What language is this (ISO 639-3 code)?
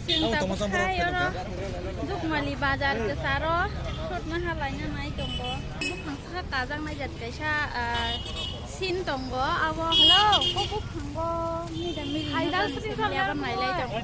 trp